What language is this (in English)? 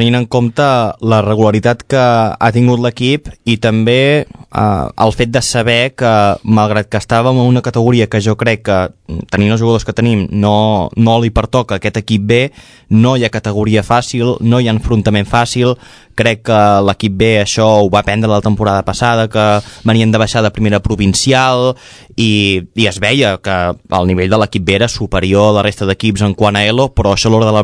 Catalan